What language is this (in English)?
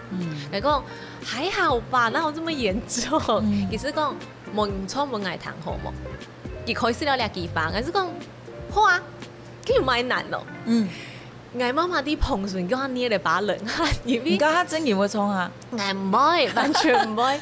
Hakka Chinese